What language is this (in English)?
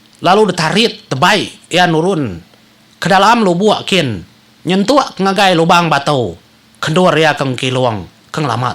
Iban